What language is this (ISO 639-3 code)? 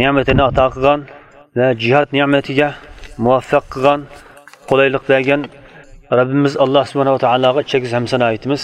uig